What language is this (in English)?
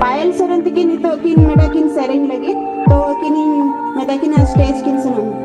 Santali